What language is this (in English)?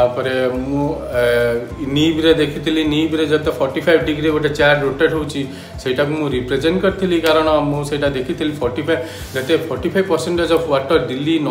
Odia